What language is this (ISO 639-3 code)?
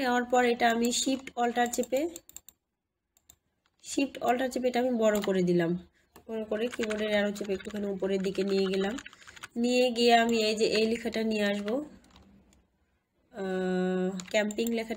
ben